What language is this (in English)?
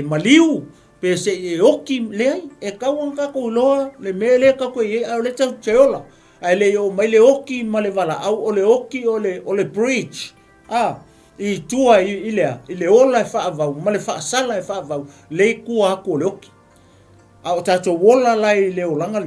Samoan